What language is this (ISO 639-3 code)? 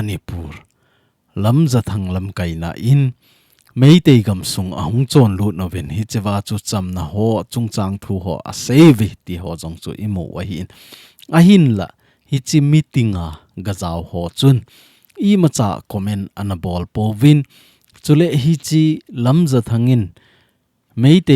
tcz